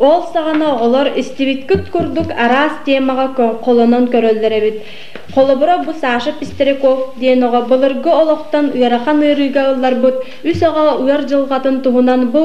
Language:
Yakut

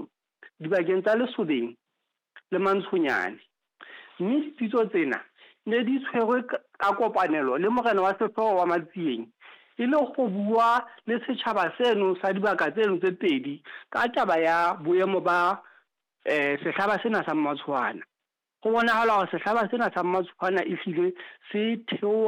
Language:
Southern Sotho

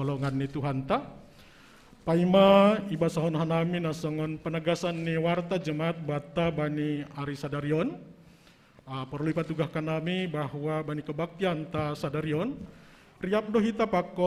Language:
Batak Simalungun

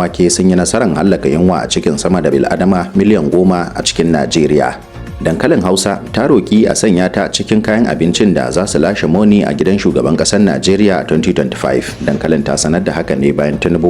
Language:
Hausa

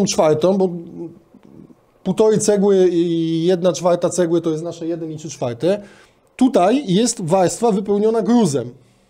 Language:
Polish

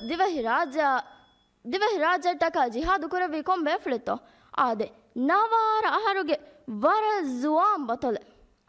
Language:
Divehi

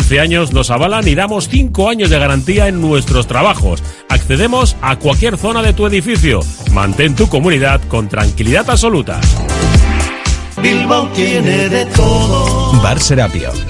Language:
Spanish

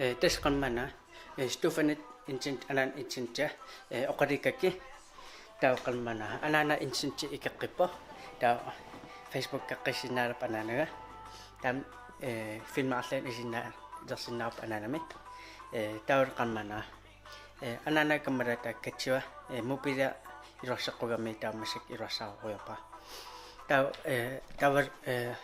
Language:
Kalaallisut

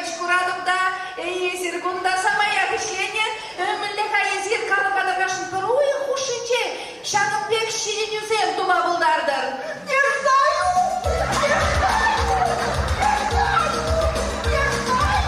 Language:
Chuvash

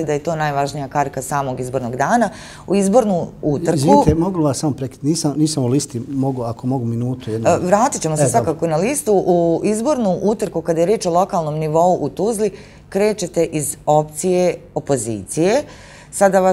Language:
Bosnian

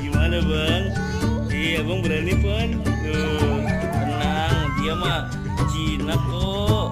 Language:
Betawi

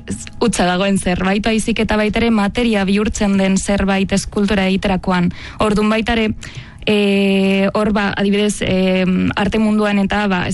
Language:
Basque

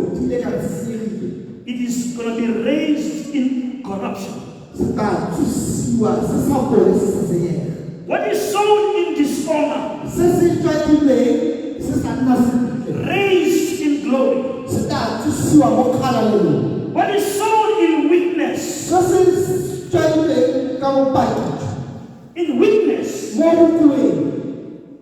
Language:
Tswana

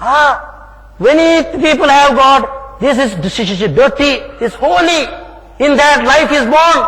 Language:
Konkani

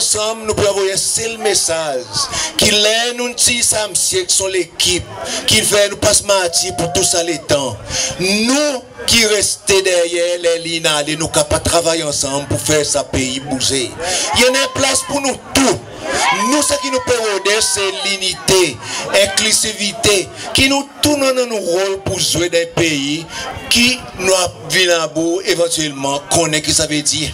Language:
Seselwa Creole French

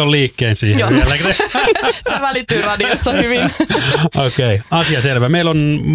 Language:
Finnish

